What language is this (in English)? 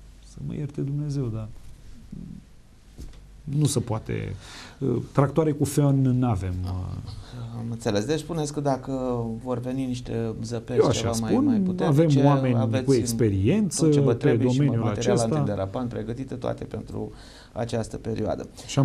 Romanian